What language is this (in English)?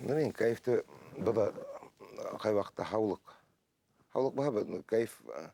Bashkir